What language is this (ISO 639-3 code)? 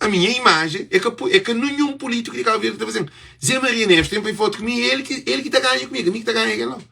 kea